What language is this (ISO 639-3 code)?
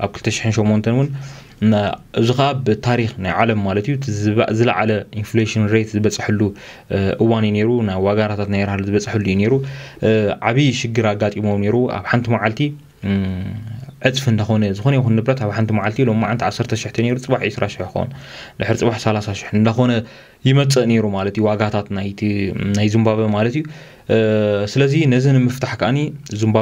tir